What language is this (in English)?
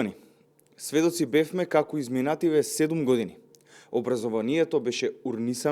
Macedonian